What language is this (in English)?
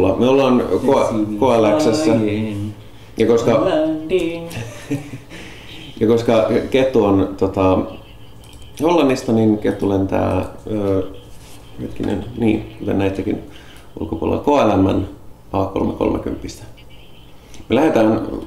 Finnish